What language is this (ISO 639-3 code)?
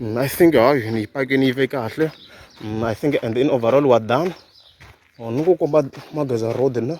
tso